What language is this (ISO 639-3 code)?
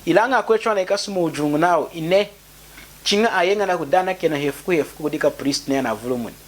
lun